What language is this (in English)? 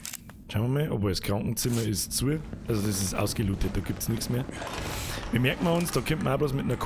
Bavarian